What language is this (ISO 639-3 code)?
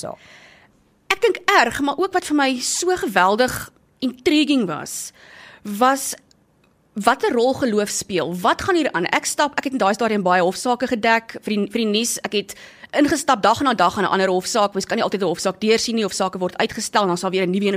afr